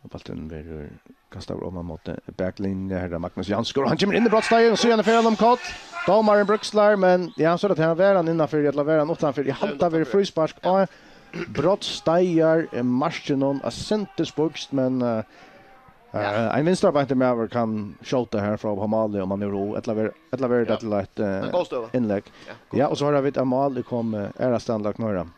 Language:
Faroese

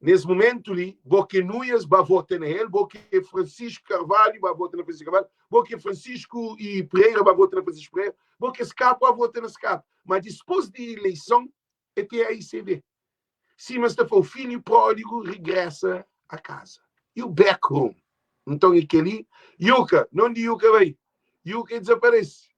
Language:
Kabuverdianu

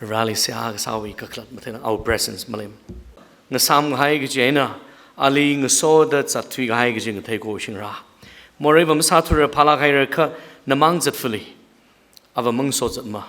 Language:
Tangkhul Naga (India)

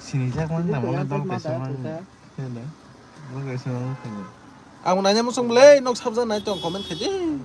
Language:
Kok Borok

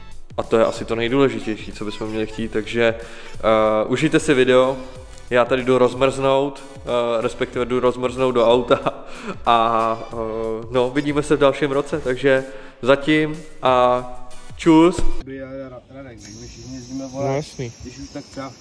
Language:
Czech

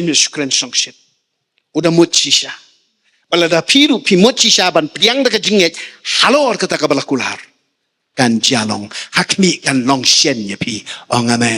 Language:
Khasi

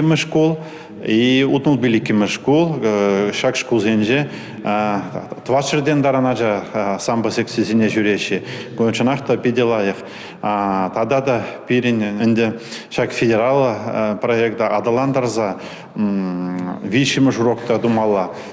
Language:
Chuvash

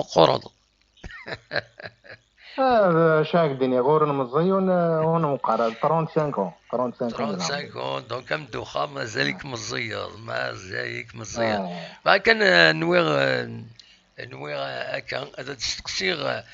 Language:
Kabyle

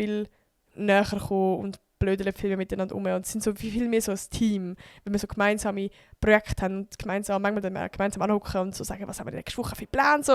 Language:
Swiss German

